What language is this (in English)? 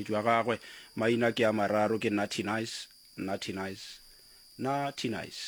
Northern Sotho